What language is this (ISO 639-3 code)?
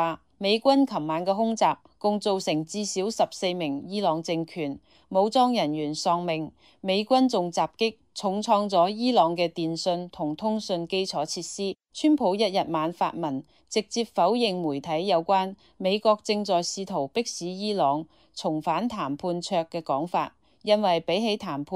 yue